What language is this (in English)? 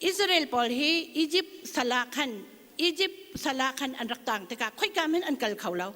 Hakha Chin